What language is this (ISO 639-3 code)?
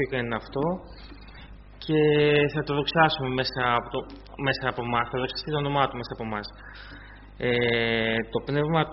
ell